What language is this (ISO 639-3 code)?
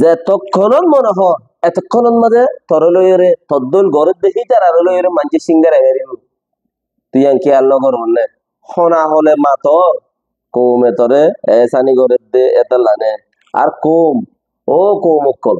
rhg